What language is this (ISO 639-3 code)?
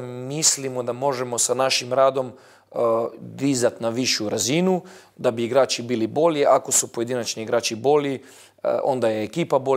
bos